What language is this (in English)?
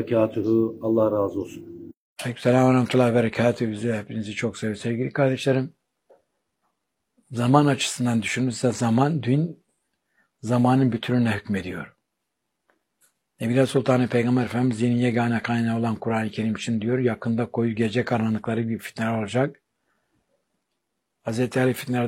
Turkish